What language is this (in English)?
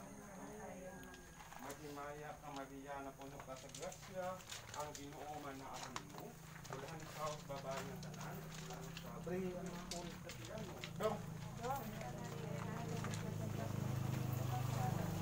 Cebuano